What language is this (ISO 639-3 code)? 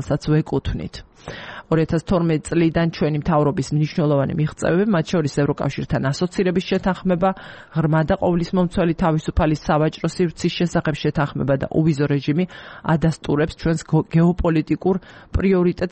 kat